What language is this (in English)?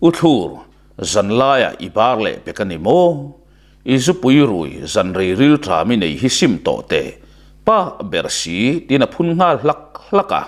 Mizo